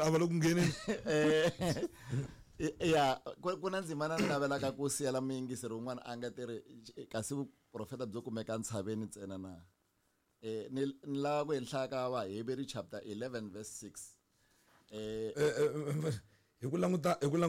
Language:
Tsonga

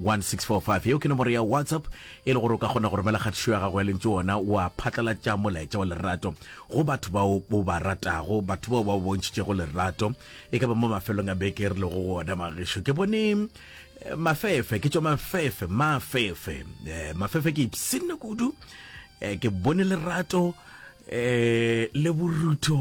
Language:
Northern Sotho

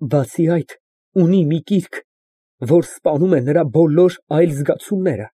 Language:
Armenian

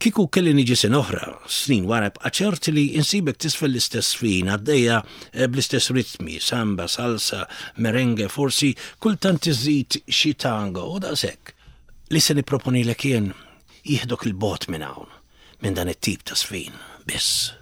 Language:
Maltese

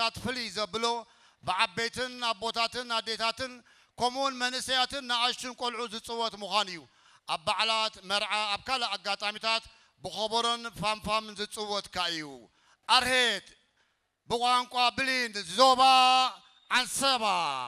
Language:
Tigrinya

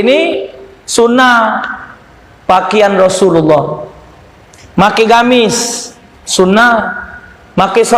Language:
Musi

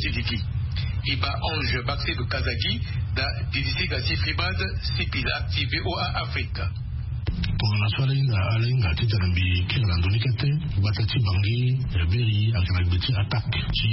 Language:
Sango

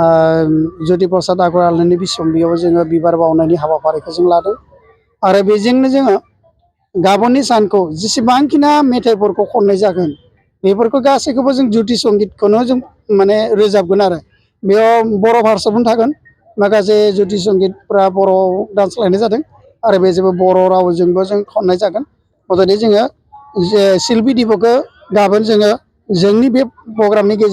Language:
Bodo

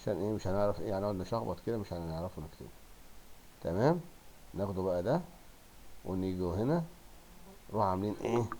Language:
Egyptian Arabic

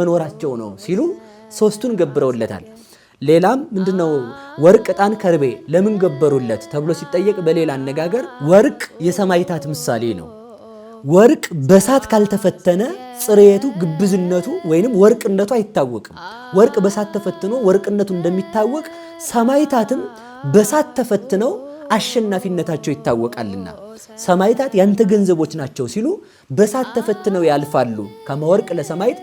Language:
Amharic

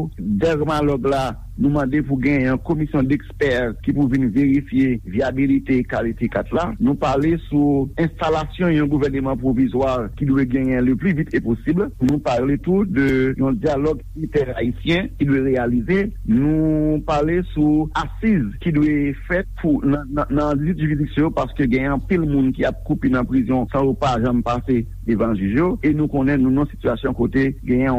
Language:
Haitian Creole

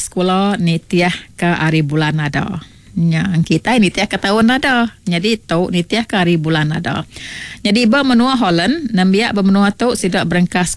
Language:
Iban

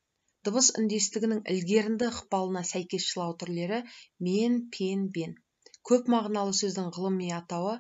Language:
Kazakh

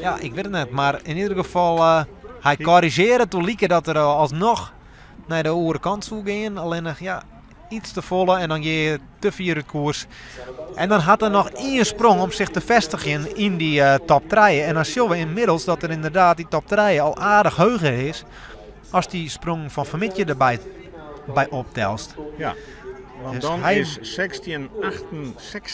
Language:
Western Frisian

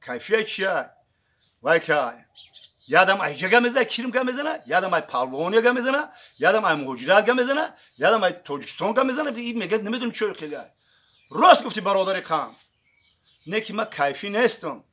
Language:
Tajik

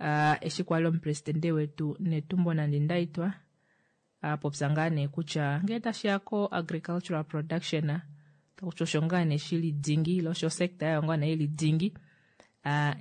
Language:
Kuanyama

